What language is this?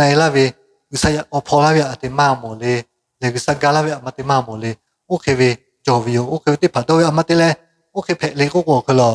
Lahu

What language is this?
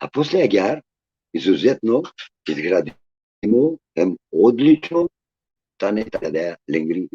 Balkan Romani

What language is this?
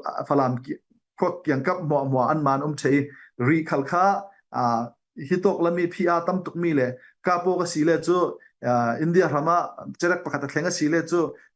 Falam Chin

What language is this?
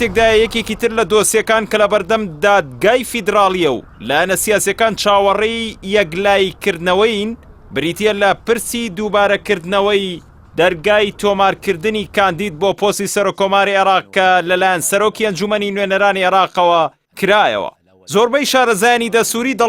Central Kurdish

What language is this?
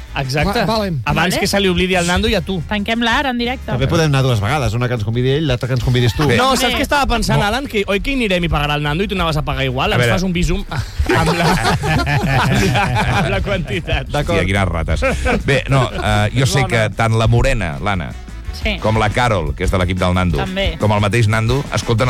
Catalan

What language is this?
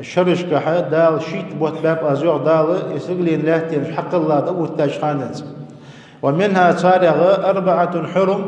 Ingush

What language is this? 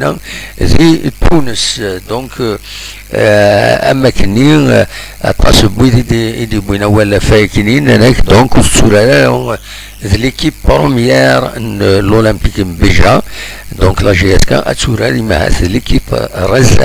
Kabyle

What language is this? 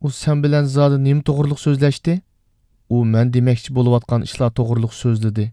Uyghur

